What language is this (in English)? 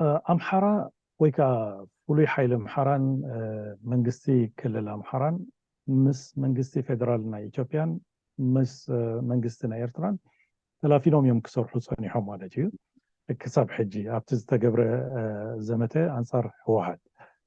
Tigrinya